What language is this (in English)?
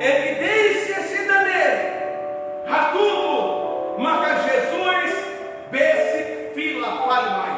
Tetum